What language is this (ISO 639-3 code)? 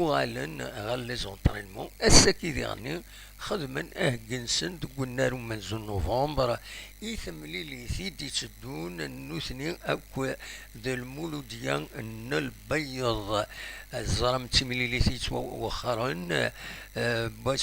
kab